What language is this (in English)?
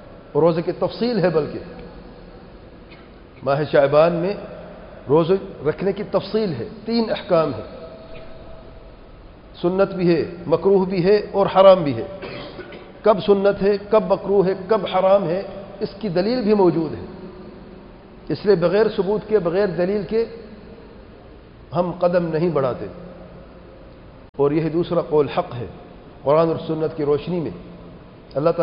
Urdu